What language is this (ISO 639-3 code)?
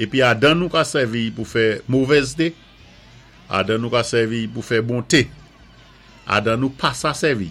acf